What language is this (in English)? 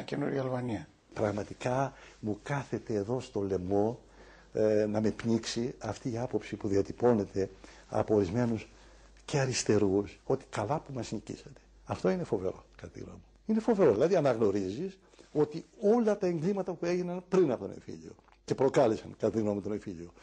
Greek